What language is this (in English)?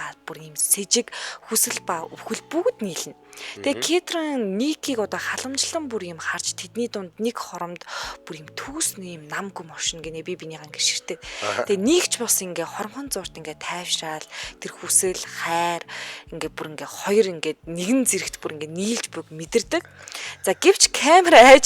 Mongolian